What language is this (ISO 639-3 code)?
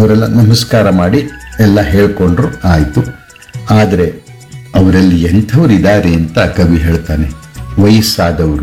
kan